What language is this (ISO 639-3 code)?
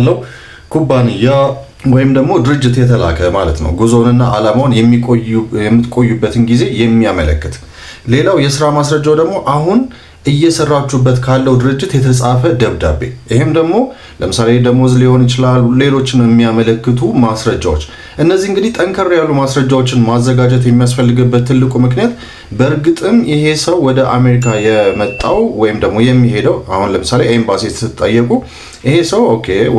amh